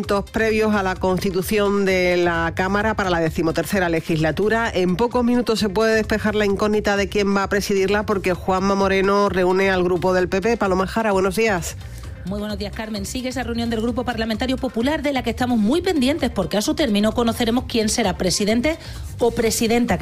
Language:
Spanish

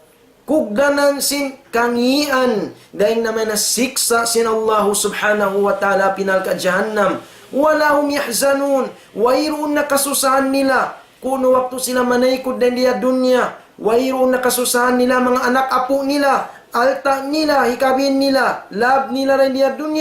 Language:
Tausug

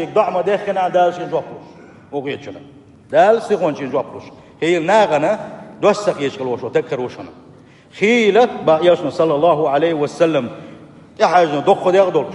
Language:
Chechen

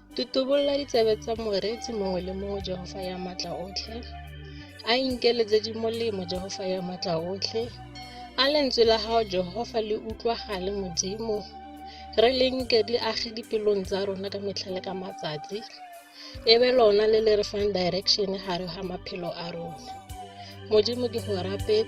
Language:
Tswana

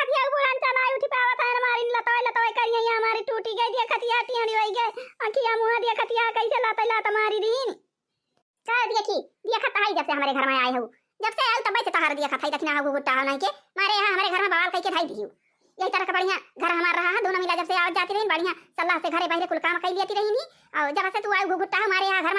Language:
Awadhi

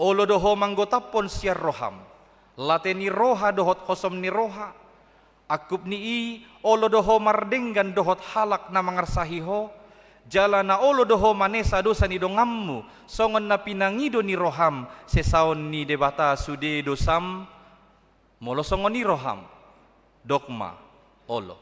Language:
Batak Toba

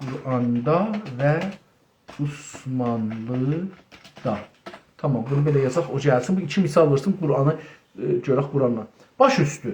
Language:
South Azerbaijani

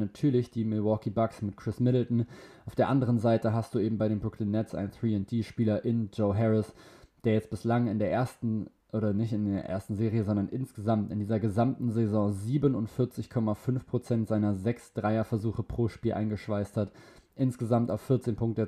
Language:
German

